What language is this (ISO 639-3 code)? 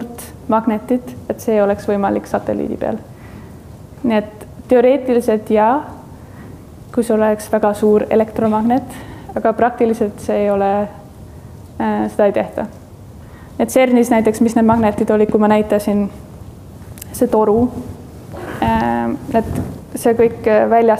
est